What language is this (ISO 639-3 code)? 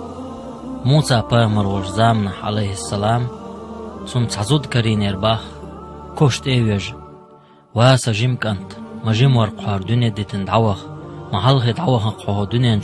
che